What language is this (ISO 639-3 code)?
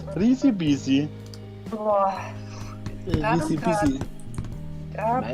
bar